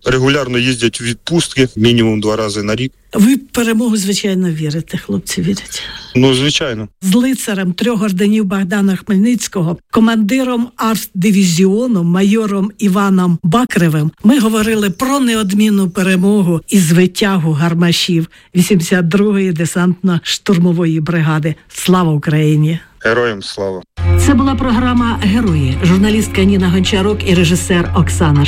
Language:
Ukrainian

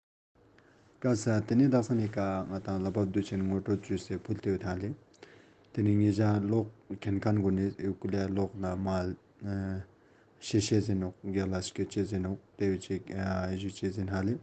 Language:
Ladakhi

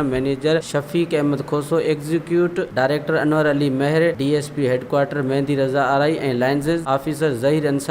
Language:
Sindhi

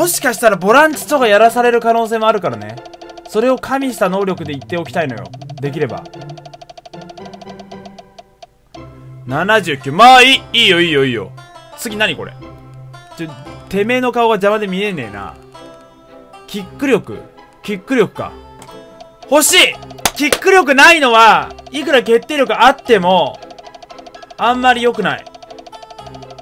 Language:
Japanese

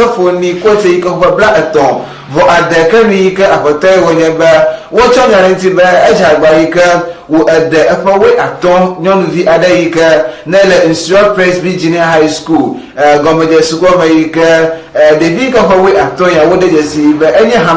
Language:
Ewe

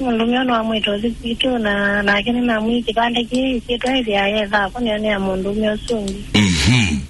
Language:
Kamba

